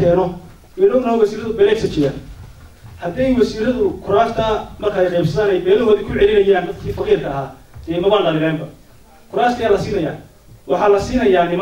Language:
Somali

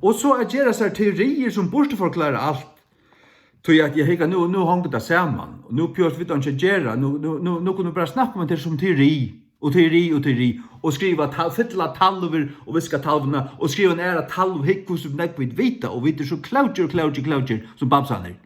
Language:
Faroese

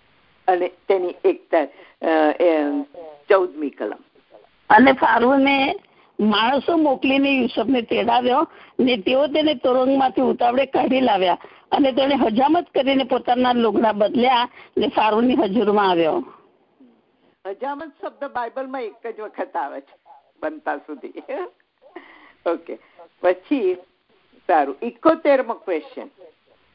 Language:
Gujarati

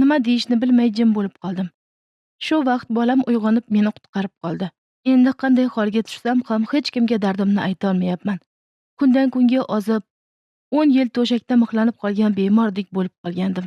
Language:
Uzbek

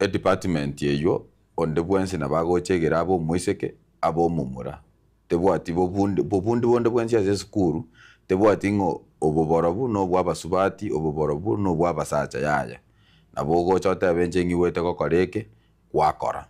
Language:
Gusii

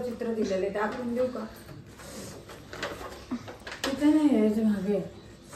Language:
Marathi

